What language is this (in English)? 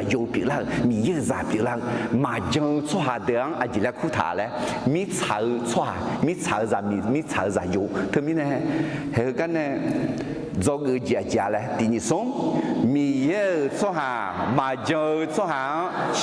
Akha